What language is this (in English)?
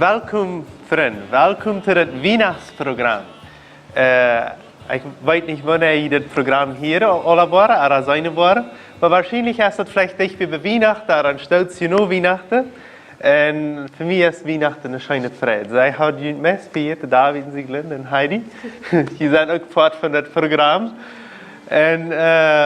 Plautdietsch